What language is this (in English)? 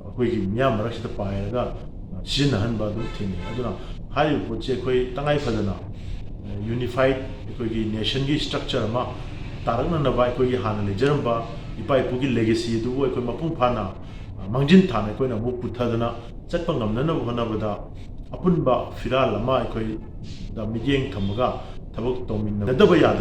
Manipuri